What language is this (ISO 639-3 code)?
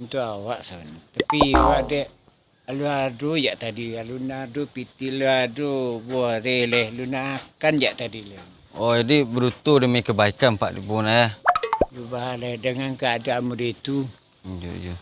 min